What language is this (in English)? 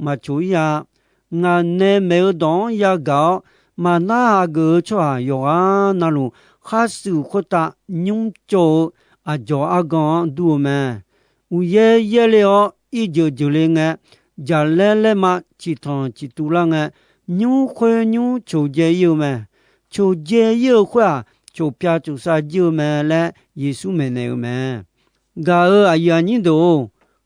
Akha